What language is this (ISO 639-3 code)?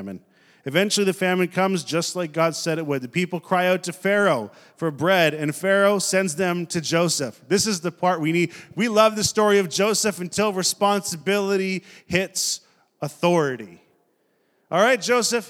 eng